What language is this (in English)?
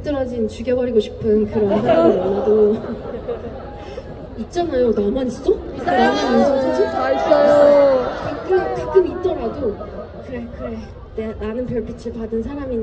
Korean